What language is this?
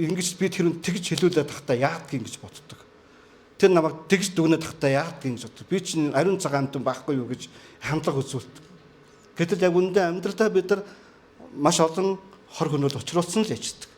Mongolian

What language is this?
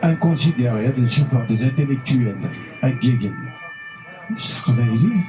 Kabyle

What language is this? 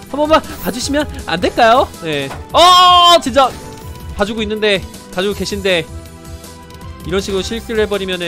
Korean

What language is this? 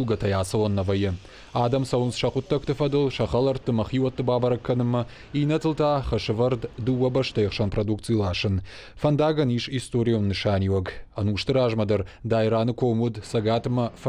Ossetic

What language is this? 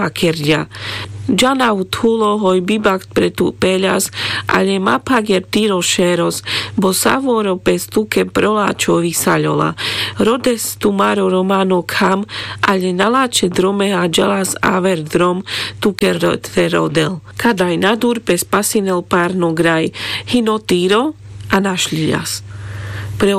Carpathian Romani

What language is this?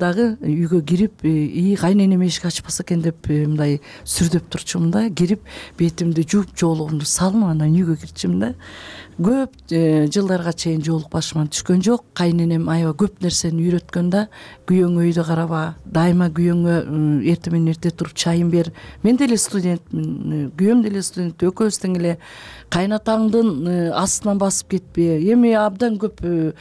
Kyrgyz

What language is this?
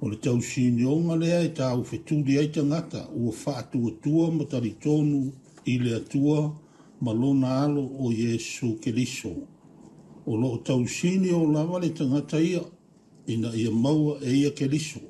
Samoan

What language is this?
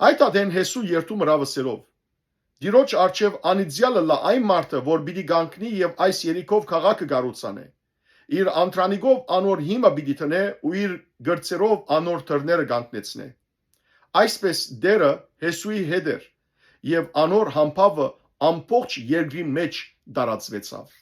Western Armenian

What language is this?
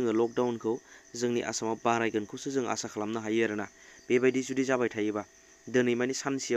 Bodo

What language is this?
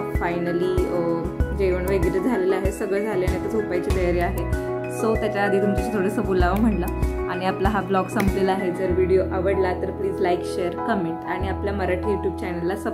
Marathi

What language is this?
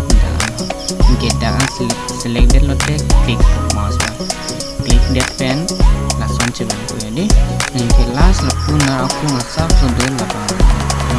Karbi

